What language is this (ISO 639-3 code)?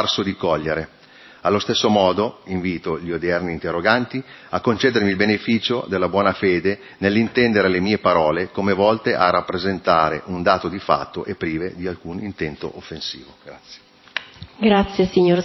ita